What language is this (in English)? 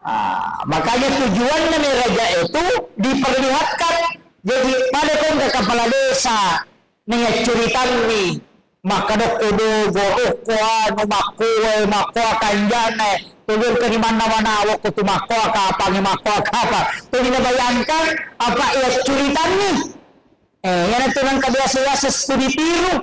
Buginese